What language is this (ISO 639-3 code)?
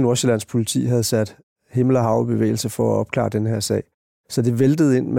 dan